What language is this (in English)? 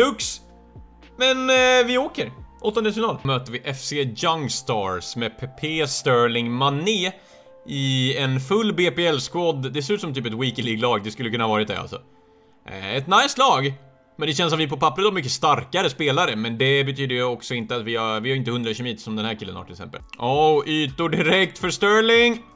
Swedish